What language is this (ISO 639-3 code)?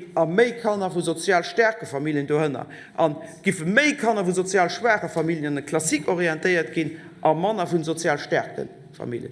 ltz